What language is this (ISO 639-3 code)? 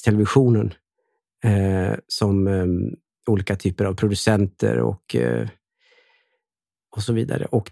swe